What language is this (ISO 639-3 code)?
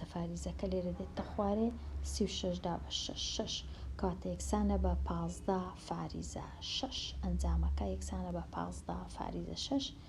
ckb